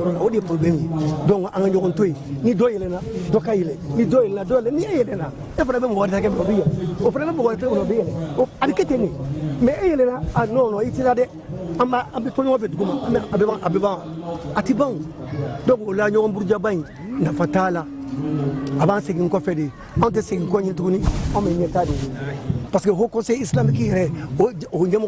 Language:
Bambara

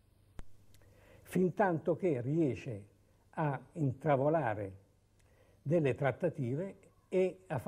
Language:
Italian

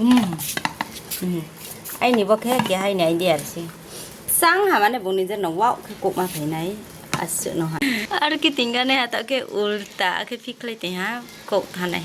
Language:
Riang (India)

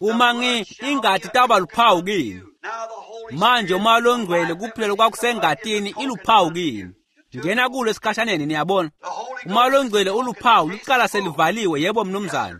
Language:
Swati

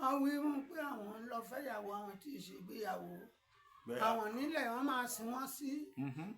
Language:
Yoruba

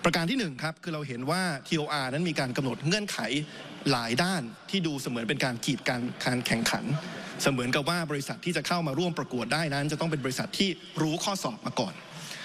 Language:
Thai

